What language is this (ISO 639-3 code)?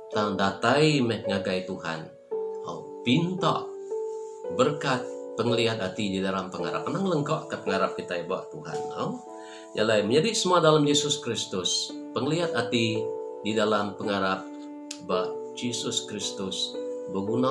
iba